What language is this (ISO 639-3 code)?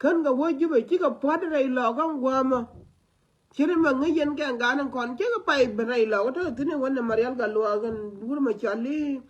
nus